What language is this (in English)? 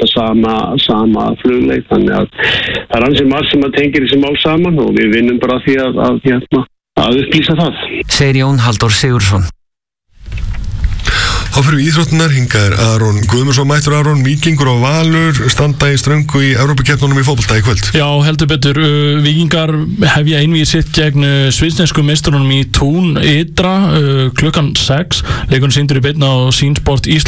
Icelandic